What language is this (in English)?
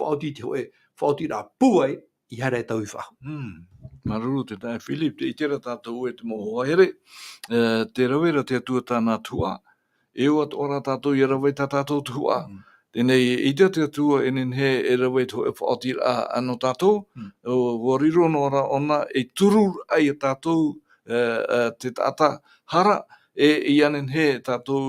Tahitian